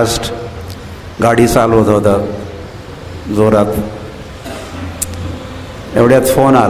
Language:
Marathi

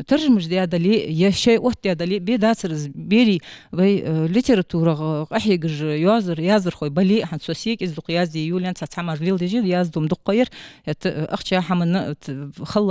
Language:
Ingush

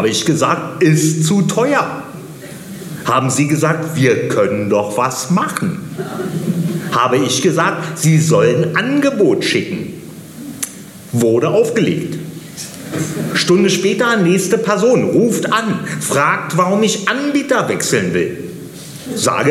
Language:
German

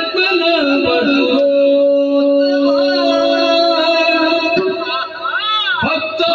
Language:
Kannada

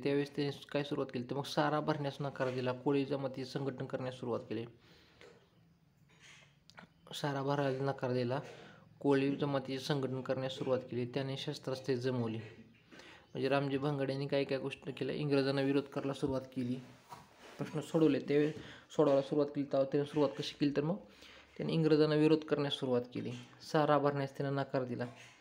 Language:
Marathi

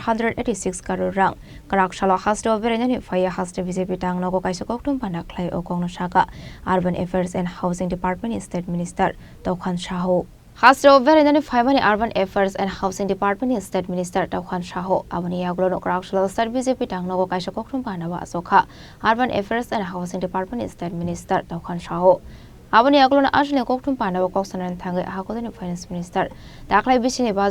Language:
Kok Borok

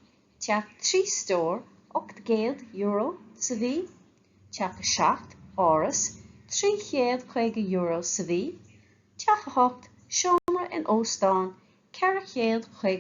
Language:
Irish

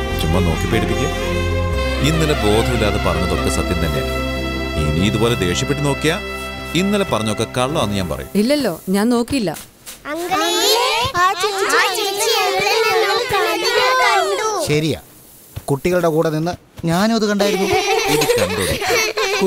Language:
Malayalam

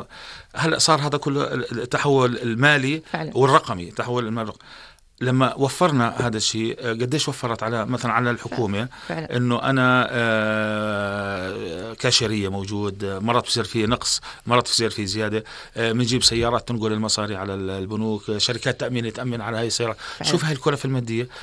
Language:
North Levantine Arabic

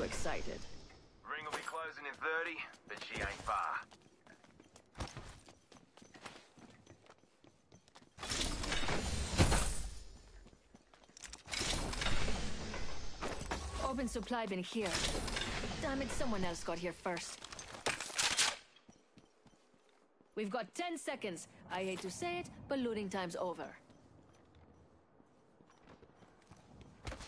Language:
English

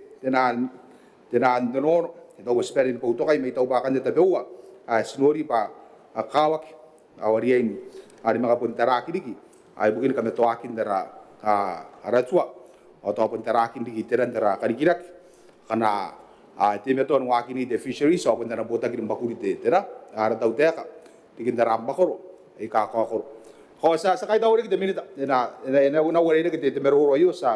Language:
Gilbertese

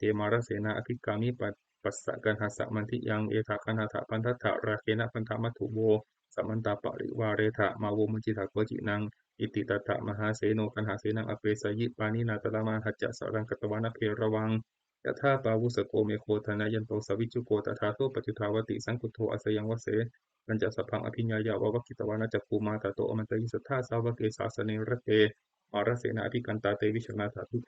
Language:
Pali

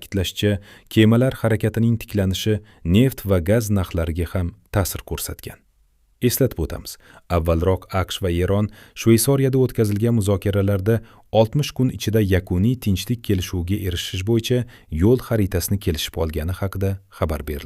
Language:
Uzbek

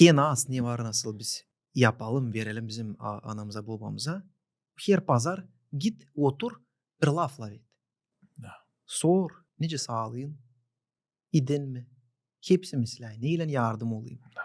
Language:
Gagauz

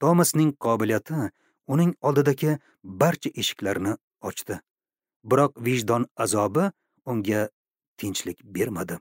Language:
Uzbek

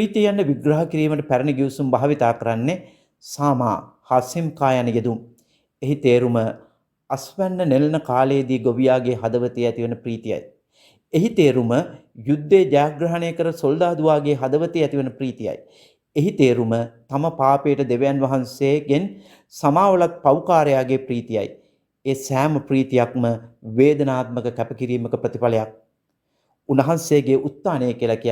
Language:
Sinhala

